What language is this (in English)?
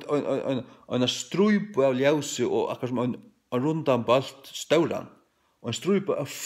Faroese